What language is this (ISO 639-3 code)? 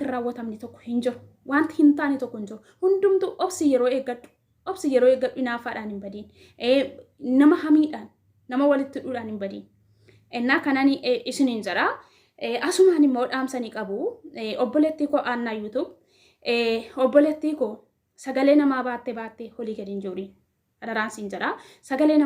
orm